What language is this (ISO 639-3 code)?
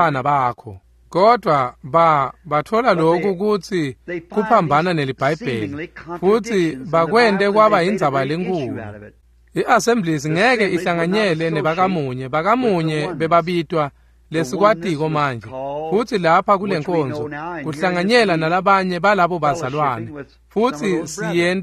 ssw